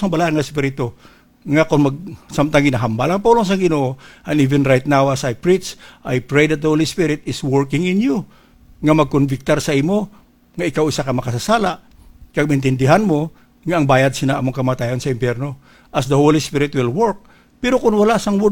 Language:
Hiligaynon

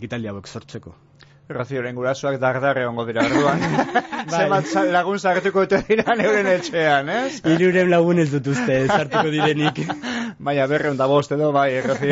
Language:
Basque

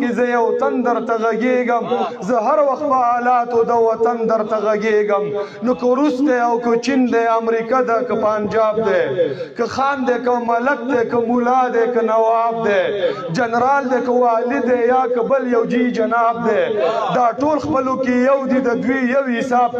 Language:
Pashto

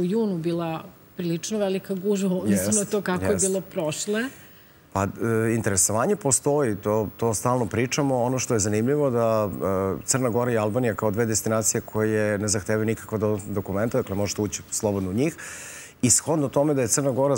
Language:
Serbian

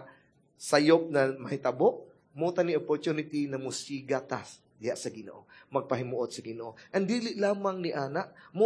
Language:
Cebuano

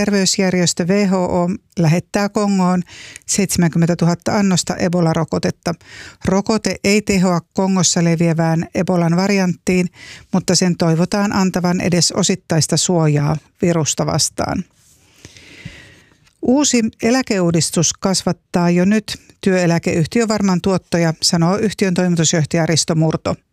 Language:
Finnish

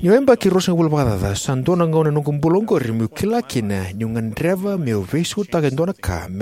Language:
Fijian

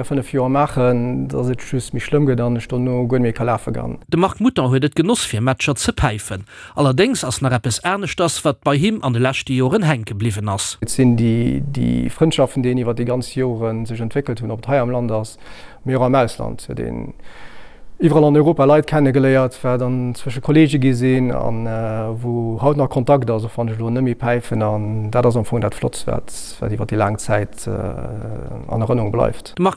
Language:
Luxembourgish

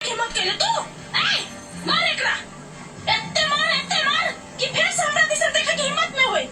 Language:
Maithili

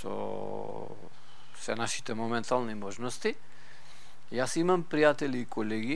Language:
Macedonian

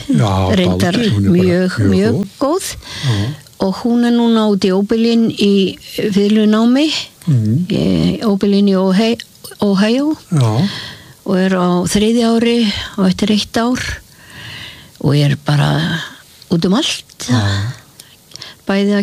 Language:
Icelandic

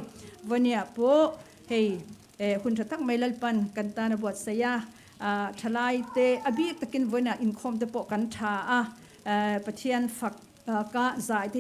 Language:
Mizo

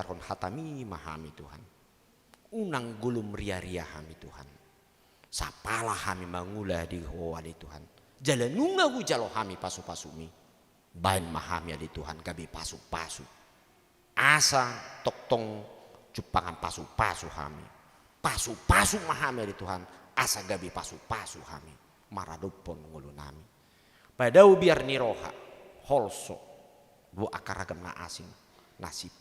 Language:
Batak Toba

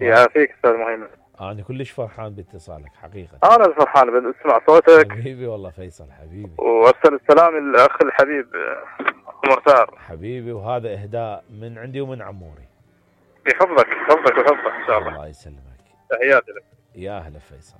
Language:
Mesopotamian Arabic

